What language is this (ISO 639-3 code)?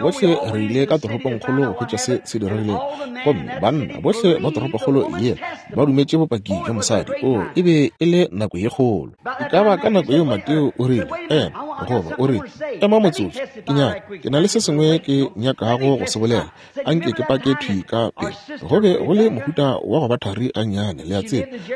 nso